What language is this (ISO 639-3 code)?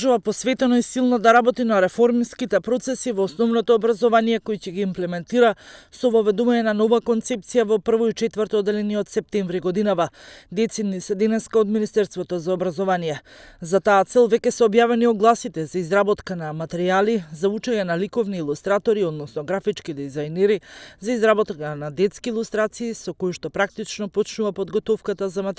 mkd